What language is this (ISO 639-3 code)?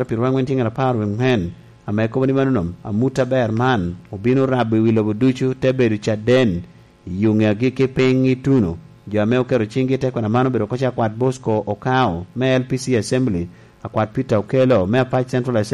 laj